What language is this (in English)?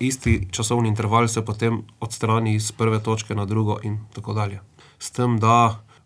Slovenian